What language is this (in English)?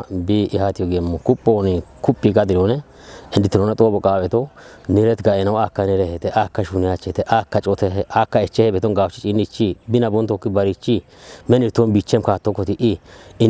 Kafa